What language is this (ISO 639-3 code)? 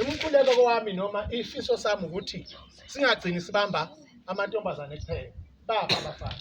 zul